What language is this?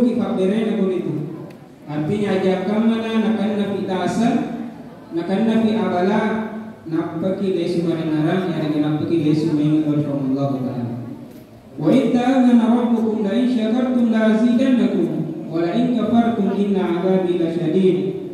Buginese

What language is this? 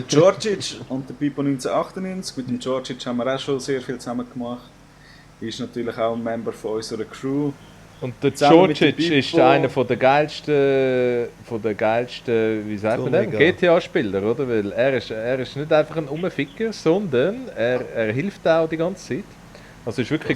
Swiss German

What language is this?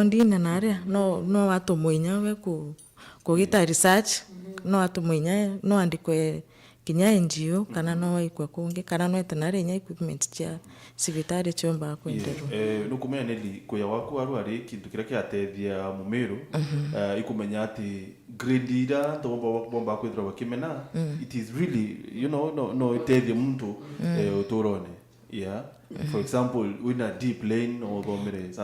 Meru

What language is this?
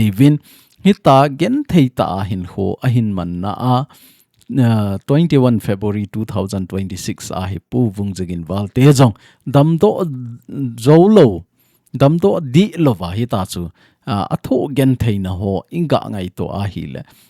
Thado Chin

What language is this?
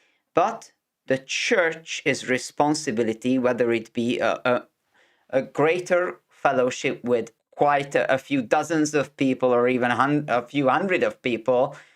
English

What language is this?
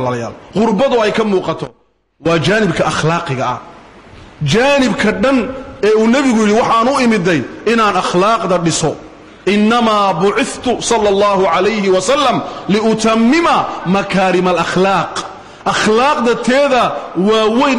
Somali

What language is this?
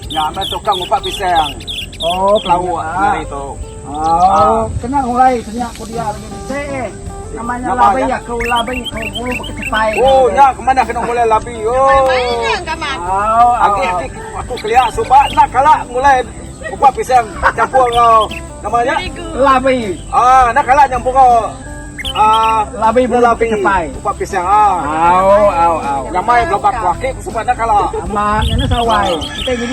Iban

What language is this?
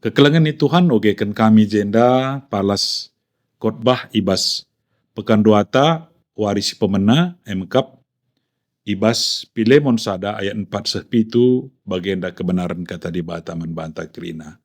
Batak Karo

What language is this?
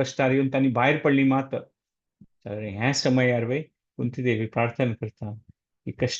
Konkani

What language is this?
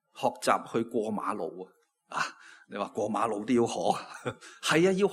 Cantonese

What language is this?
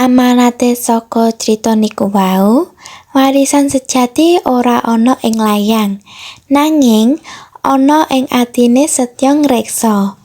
Javanese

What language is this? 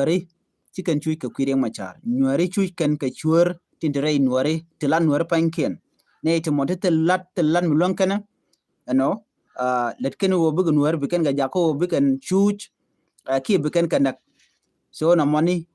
Nuer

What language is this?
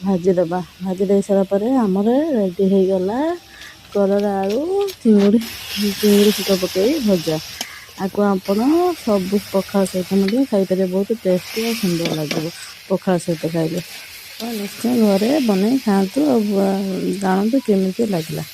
Odia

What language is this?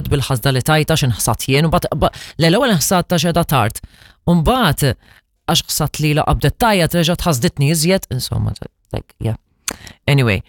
Maltese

